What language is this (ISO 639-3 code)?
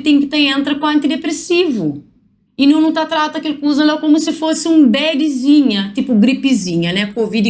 kea